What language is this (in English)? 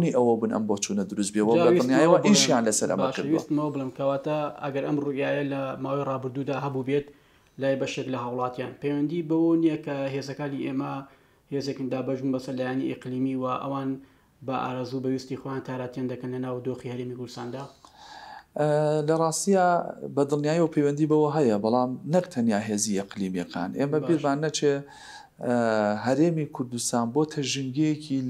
Central Kurdish